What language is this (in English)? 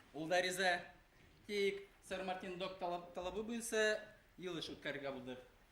Bashkir